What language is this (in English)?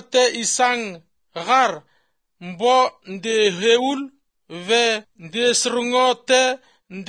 Albanian